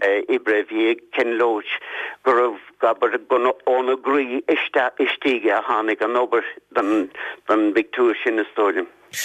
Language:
Irish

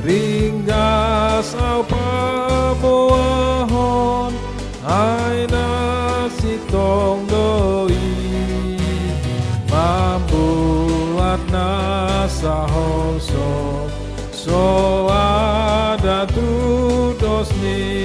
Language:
Batak Toba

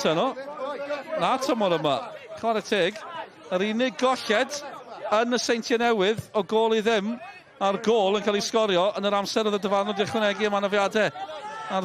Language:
Welsh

